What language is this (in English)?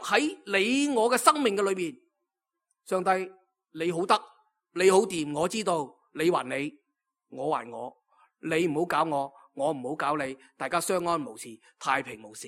Cantonese